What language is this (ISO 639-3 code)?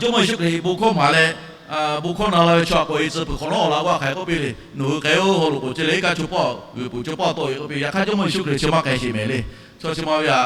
lhu